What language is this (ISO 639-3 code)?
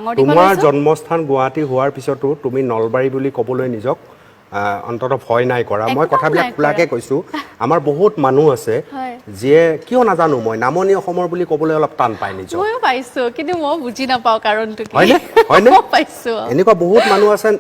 asm